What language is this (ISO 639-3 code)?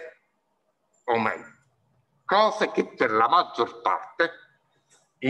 ita